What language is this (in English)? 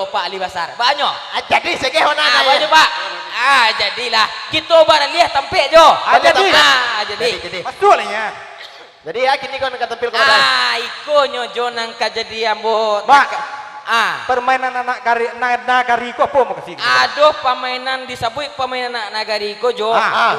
Minangkabau